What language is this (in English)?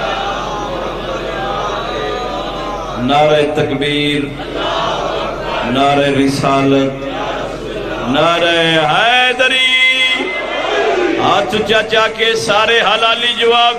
Urdu